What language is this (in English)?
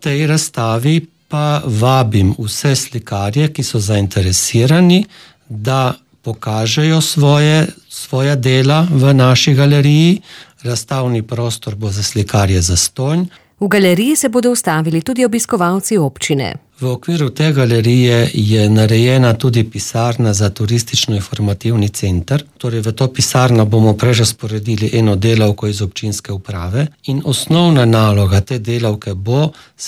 Slovenian